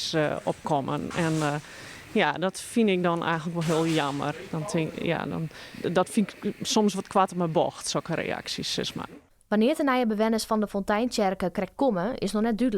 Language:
Western Frisian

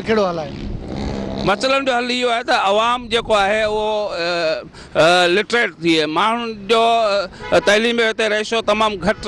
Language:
Sindhi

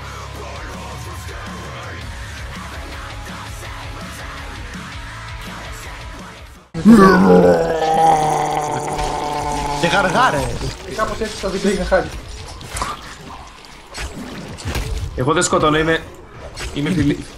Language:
Greek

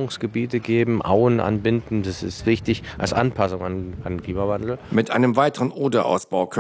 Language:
German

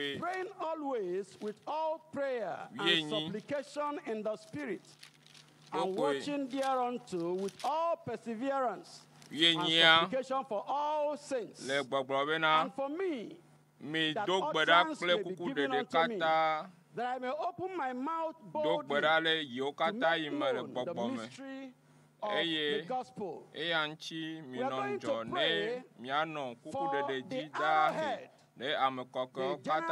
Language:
Ewe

